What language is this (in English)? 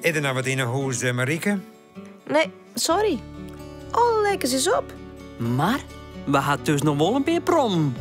Western Frisian